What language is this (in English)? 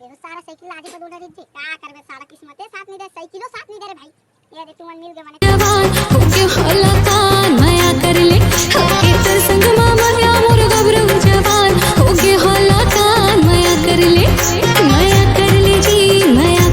Chhattisgarhi